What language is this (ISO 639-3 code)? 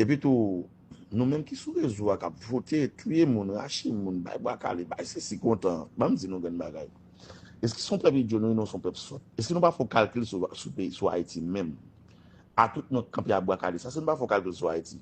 hat